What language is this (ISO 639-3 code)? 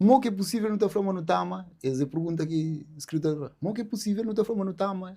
kea